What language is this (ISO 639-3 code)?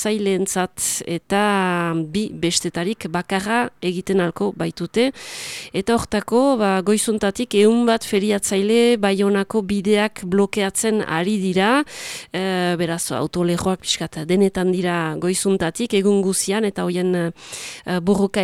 eus